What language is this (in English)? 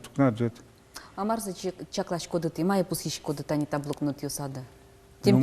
Udmurt